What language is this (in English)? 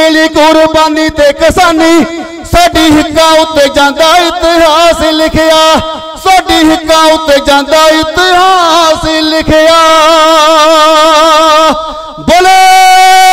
Punjabi